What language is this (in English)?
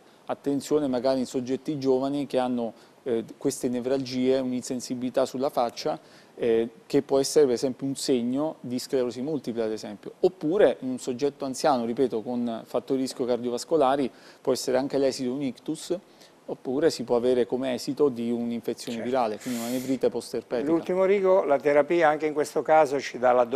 Italian